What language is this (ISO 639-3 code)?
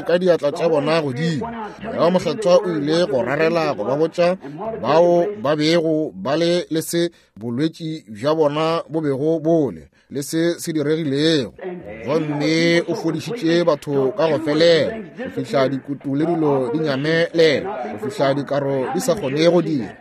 nso